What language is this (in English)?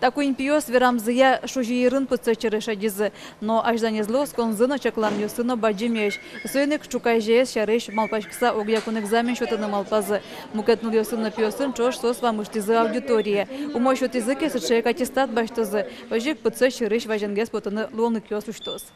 Udmurt